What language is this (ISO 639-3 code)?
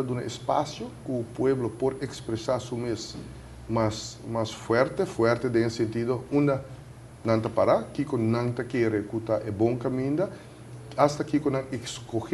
pap